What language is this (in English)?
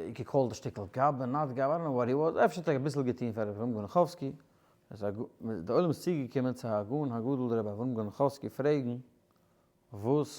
Yiddish